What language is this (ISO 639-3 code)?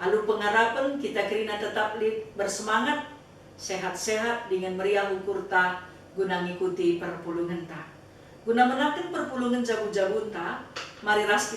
btx